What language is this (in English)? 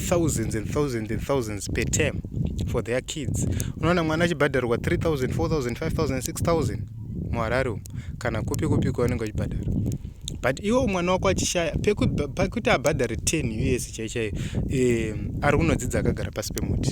Shona